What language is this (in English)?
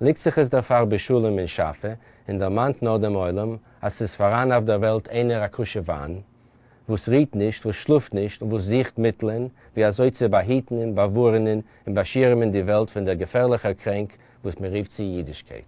Yiddish